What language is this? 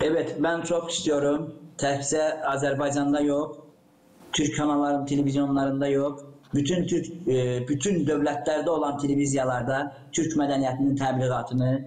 Gagauz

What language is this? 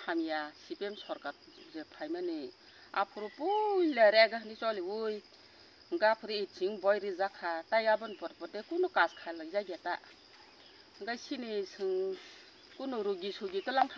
Kok Borok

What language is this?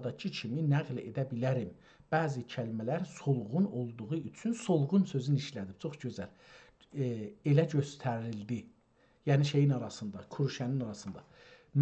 South Azerbaijani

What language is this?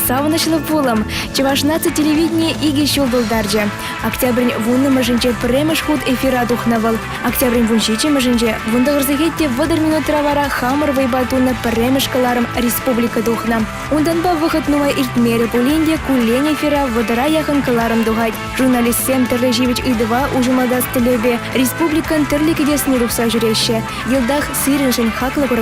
Chuvash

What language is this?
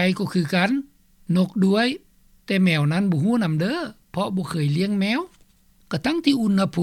Lao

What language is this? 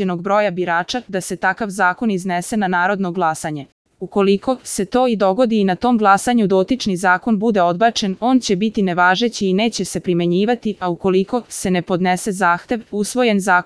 Serbian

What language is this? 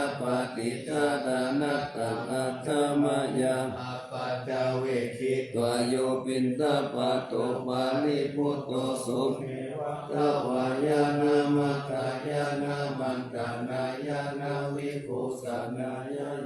Pali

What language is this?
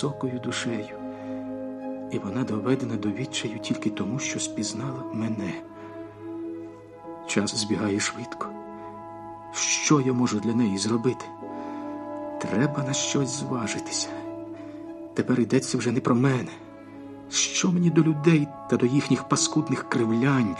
Ukrainian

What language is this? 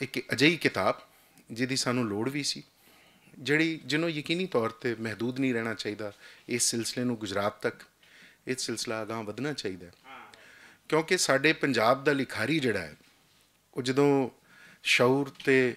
Western Panjabi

